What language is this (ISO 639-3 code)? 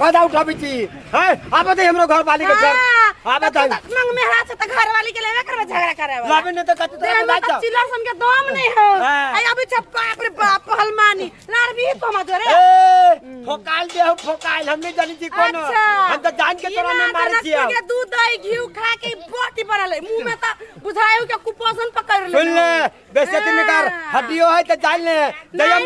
mai